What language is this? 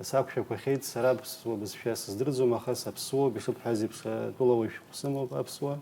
Abkhazian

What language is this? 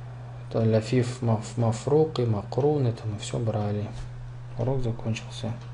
Russian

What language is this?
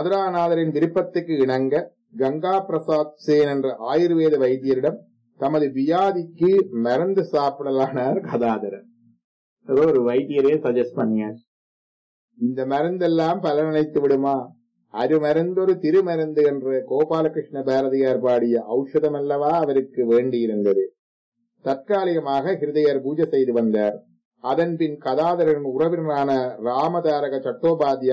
Tamil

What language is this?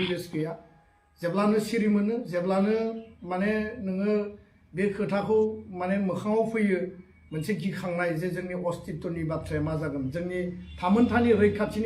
Bodo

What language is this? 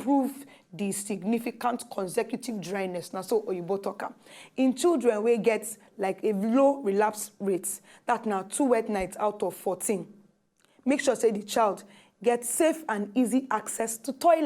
Nigerian Pidgin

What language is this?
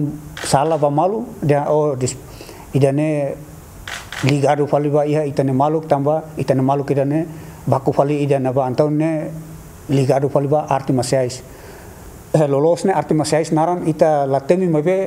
Tetum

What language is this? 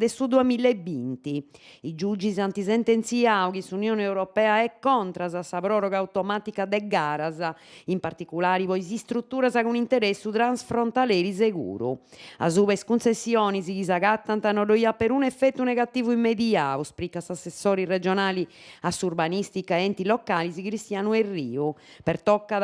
Sardinian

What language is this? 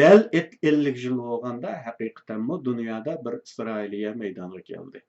Uyghur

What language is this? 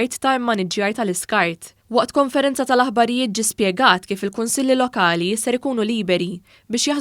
Maltese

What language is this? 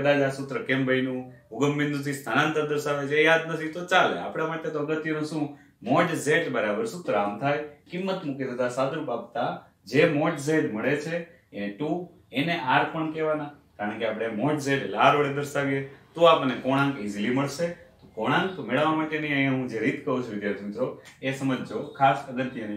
Gujarati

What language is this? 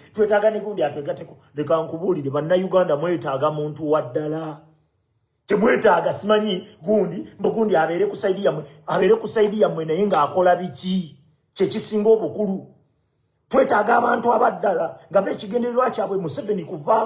Ganda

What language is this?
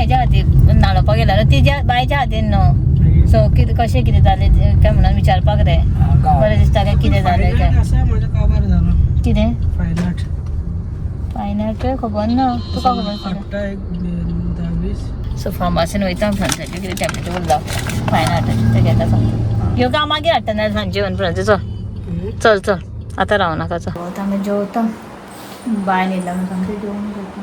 Konkani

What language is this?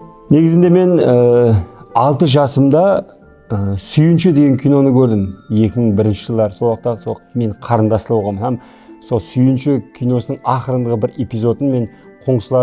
Kara-Kalpak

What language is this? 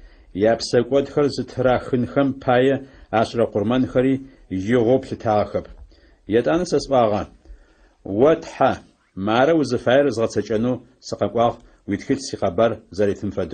Adyghe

